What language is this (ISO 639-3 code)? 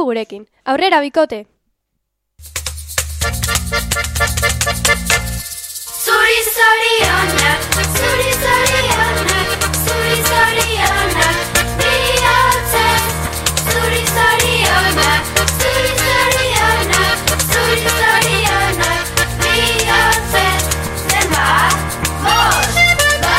eus